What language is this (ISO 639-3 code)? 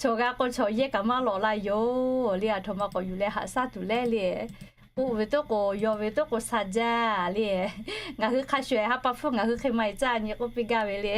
lhu